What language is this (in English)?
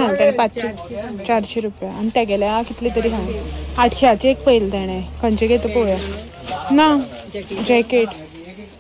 Konkani